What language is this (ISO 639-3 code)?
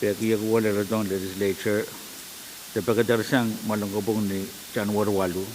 pon